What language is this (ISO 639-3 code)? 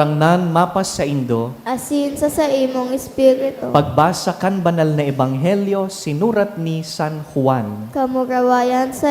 bik